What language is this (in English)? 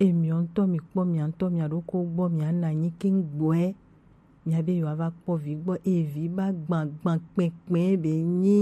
Gen